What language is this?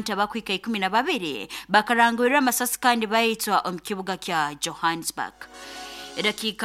Nyoro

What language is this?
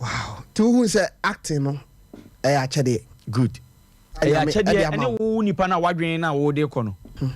Akan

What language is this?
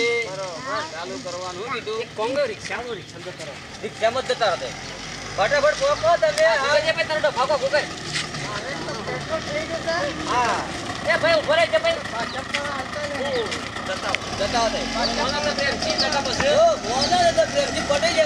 Gujarati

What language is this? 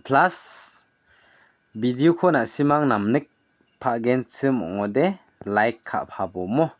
Garo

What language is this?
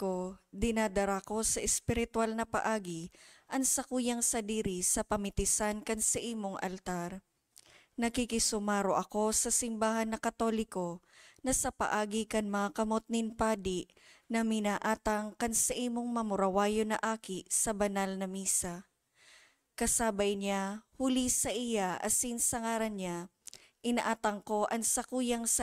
Bikol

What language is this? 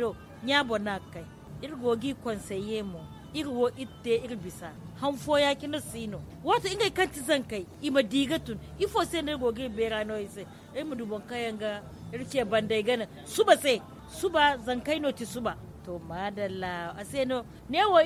Zarma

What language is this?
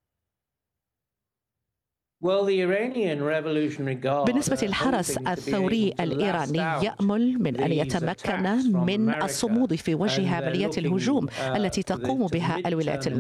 Arabic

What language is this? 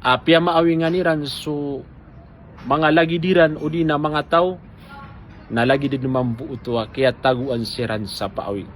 Maranao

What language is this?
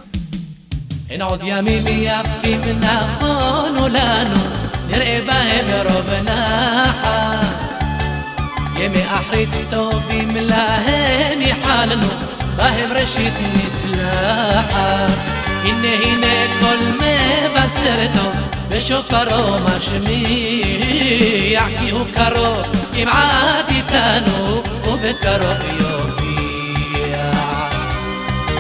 Hebrew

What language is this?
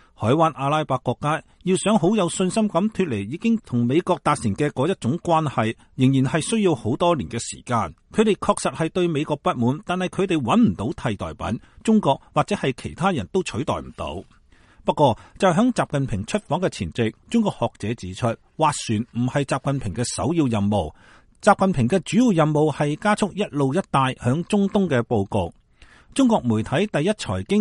Cantonese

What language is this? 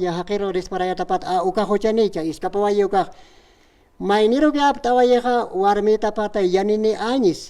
Aymara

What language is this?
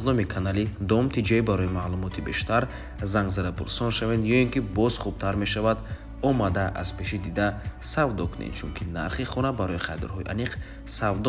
Tajik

